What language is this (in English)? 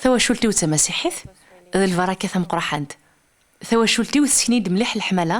Kabyle